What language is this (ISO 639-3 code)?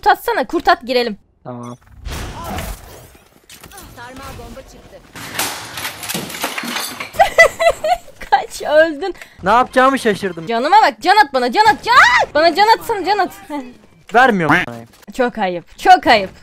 tur